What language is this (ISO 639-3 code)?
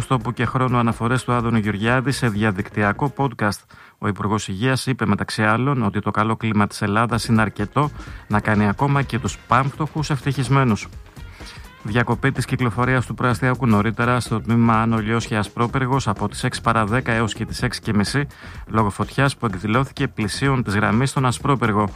ell